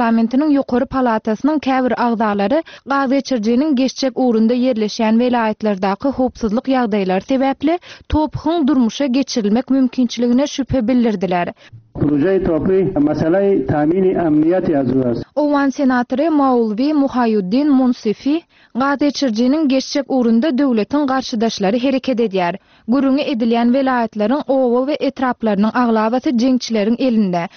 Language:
Turkmen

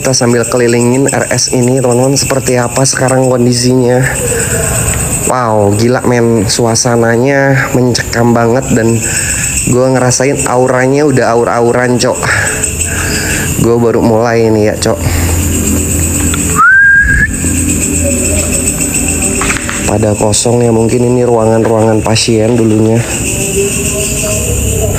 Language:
Indonesian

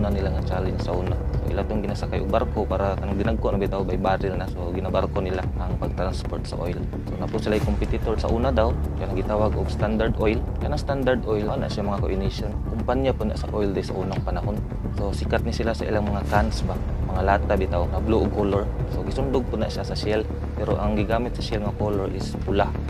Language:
Cebuano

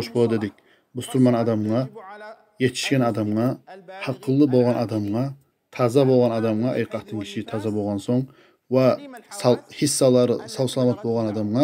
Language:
Kumyk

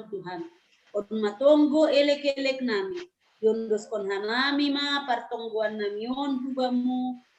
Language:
Batak Simalungun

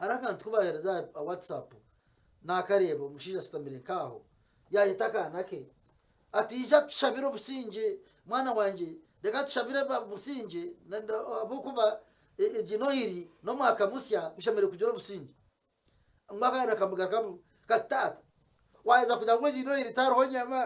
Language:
Nyankole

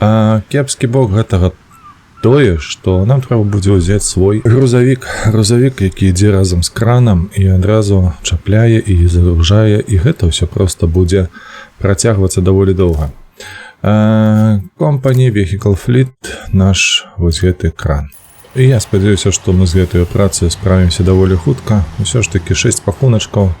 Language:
Belarusian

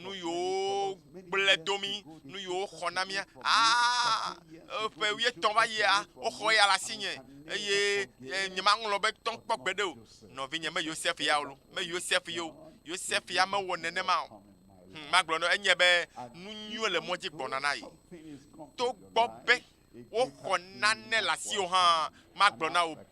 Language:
Ewe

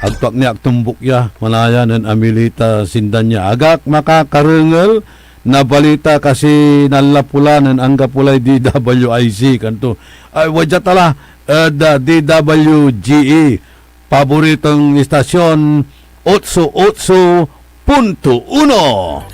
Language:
Pangasinan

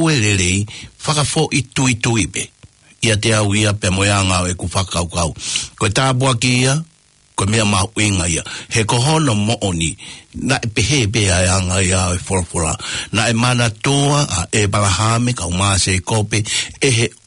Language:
Tongan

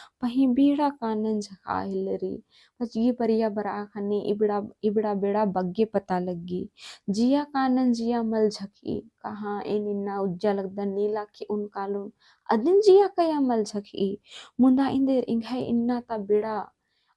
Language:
Kurukh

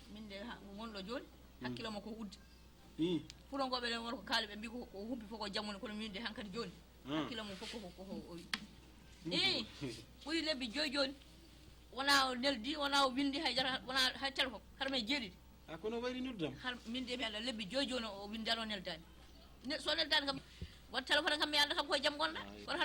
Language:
Fula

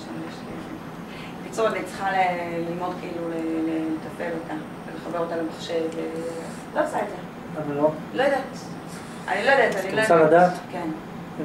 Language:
Hebrew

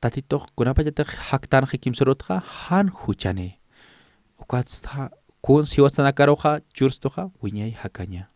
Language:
Aymara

